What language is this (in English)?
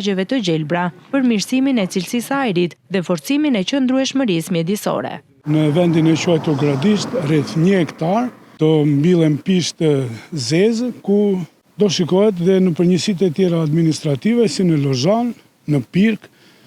Albanian